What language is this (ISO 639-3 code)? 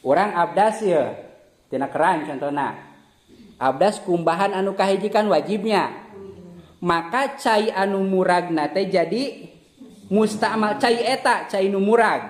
sun